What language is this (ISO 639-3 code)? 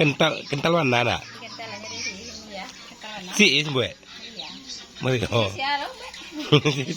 min